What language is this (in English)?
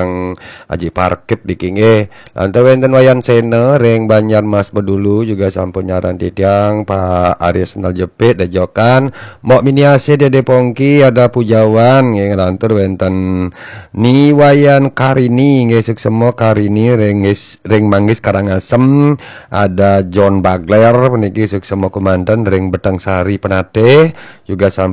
Balinese